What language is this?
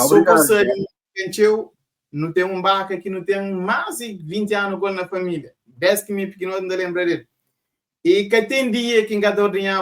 Kabuverdianu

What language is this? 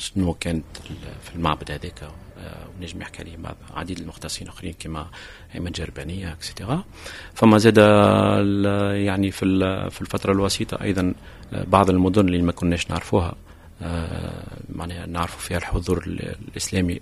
Tunisian Arabic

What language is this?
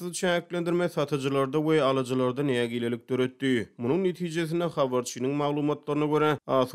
Turkmen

